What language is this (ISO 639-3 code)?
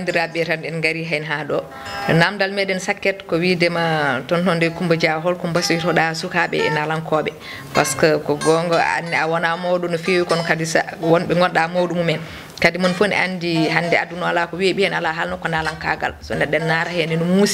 ful